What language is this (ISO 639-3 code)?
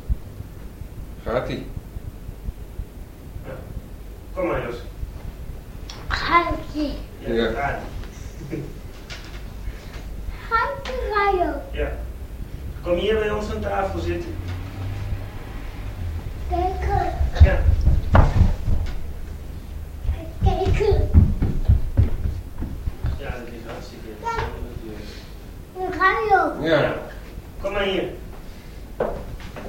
nld